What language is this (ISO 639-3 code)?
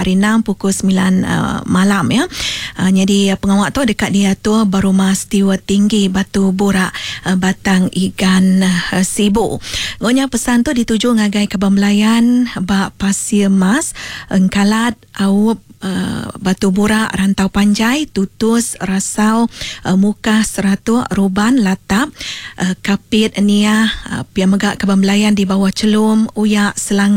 iba